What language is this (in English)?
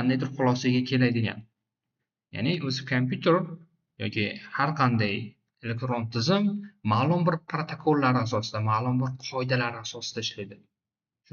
Uzbek